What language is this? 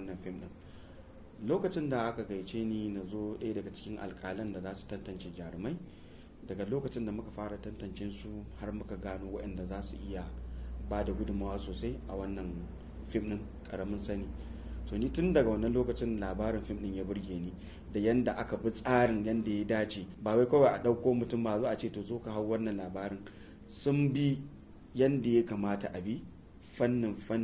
Hausa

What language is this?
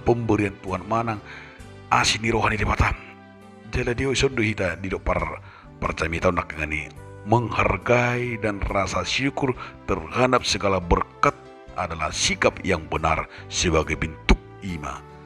Batak Toba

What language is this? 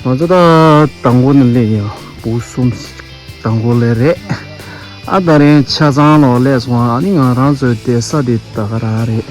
Tibetan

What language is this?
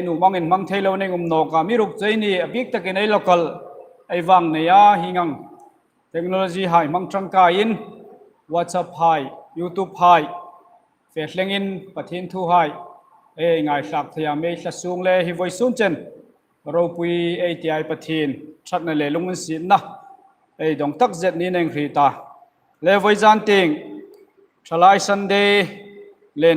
Hmar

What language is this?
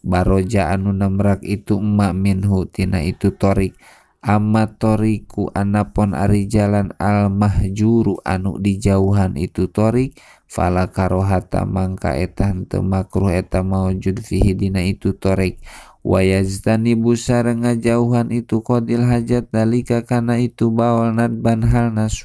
Sundanese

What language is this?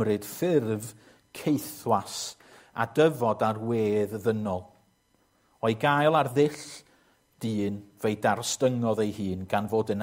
Welsh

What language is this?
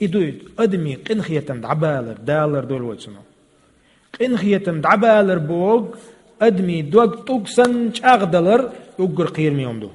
Chechen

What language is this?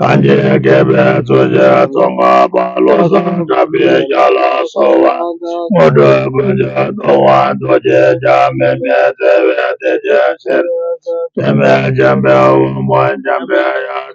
Tibetan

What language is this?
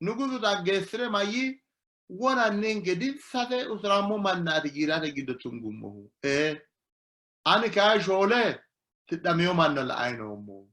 Sidamo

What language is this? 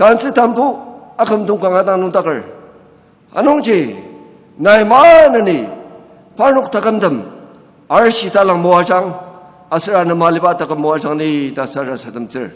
Ao Naga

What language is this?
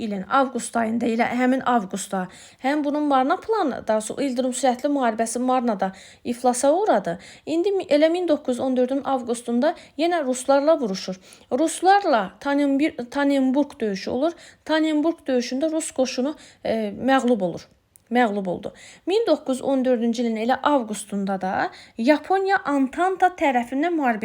Azerbaijani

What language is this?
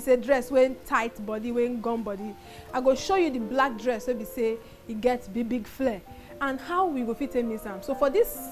Nigerian Pidgin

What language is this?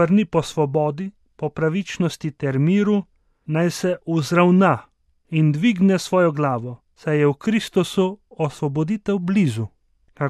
Slovenian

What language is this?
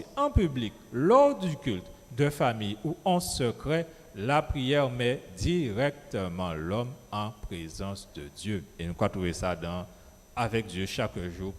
Guadeloupean Creole French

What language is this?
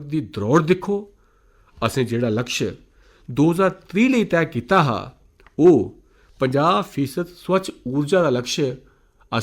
Dogri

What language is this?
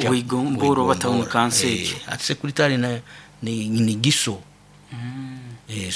Nyoro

